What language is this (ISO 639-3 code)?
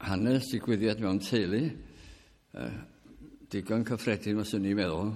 cym